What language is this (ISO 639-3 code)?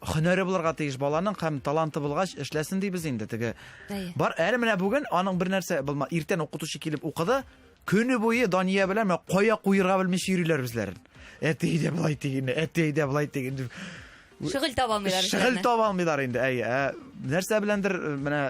tat